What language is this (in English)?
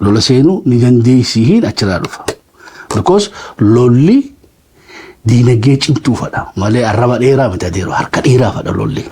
Oromo